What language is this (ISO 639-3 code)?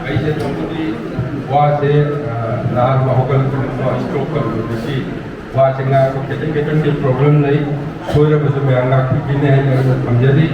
mni